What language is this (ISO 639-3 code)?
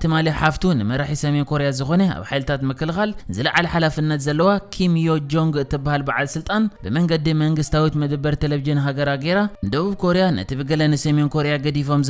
tir